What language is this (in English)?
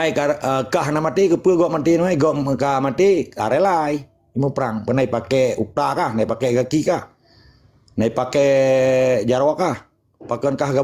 Achinese